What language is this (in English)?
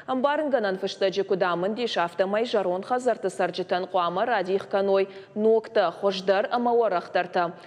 Ossetic